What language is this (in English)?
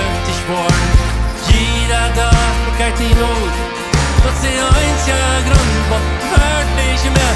Plautdietsch